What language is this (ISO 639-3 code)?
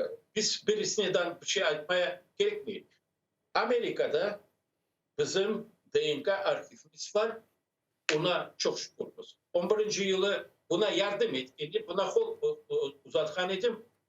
crh